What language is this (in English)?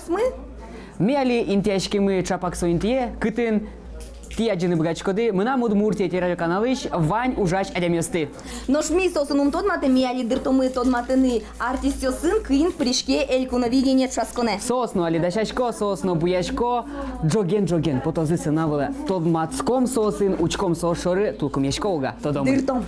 Udmurt